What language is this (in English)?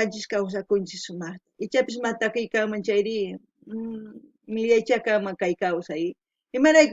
South Bolivian Quechua